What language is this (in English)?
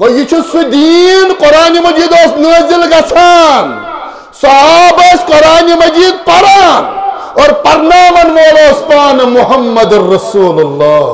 Kashmiri